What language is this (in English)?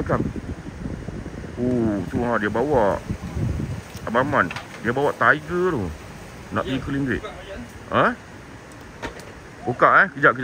Malay